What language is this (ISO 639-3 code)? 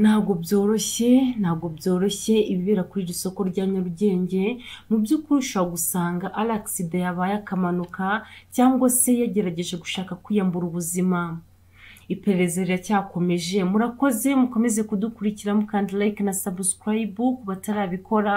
kin